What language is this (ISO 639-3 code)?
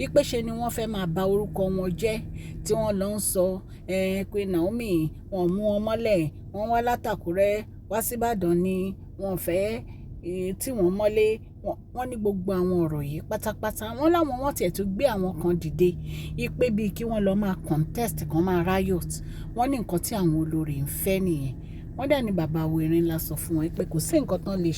yor